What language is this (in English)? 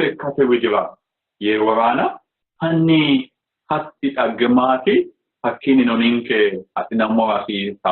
Sidamo